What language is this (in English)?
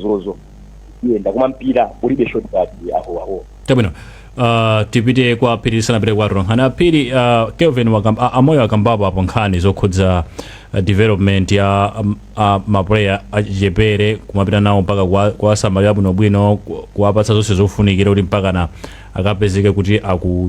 Nyanja